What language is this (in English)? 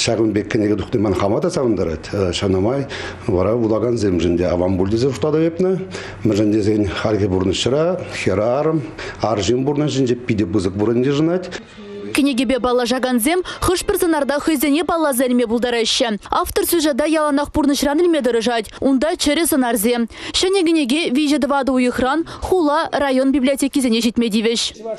Chuvash